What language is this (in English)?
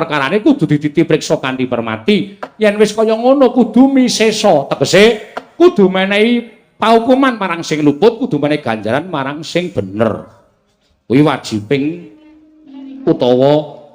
Javanese